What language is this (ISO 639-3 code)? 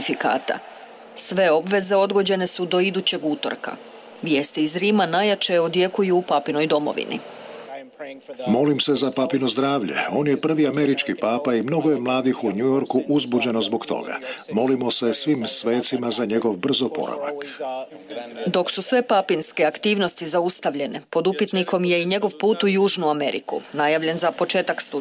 hrv